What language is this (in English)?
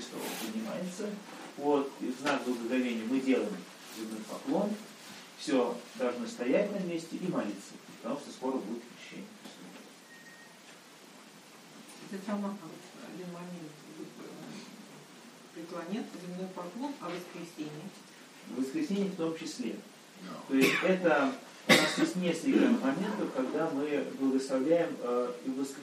Russian